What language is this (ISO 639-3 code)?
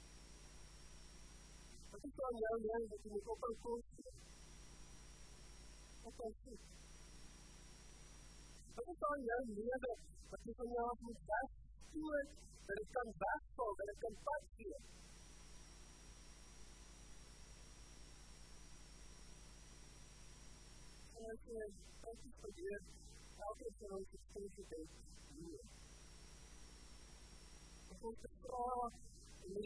afr